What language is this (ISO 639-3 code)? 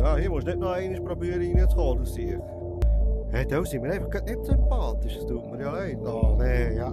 gsw